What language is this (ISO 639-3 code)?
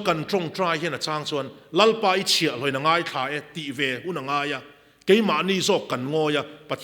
lus